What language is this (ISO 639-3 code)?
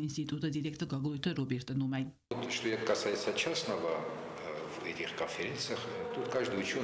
oss